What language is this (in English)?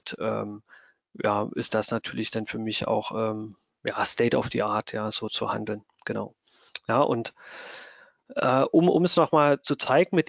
German